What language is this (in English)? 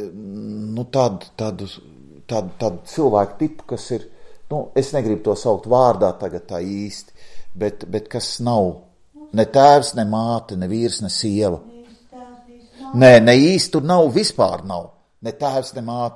Latvian